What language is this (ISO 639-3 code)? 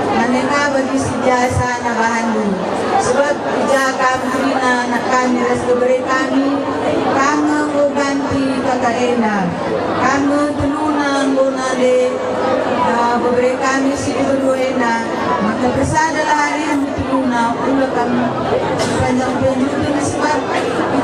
btx